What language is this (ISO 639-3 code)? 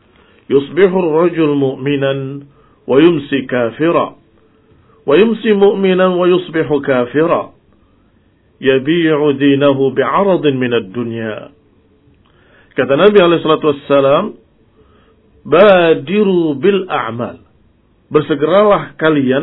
ind